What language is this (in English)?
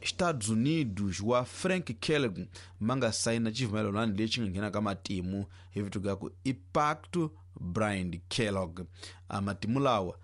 Tsonga